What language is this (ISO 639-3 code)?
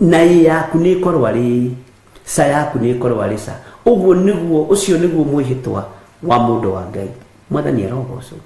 kik